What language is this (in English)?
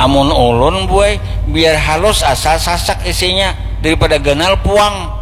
Banjar